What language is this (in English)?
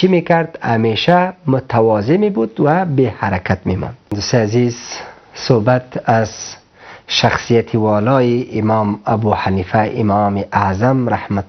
Persian